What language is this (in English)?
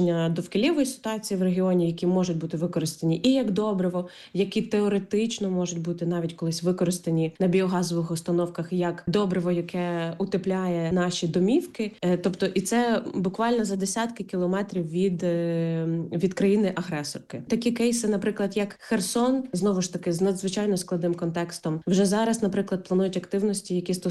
Ukrainian